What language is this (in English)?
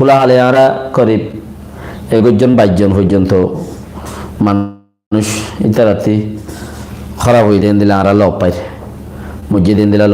Rohingya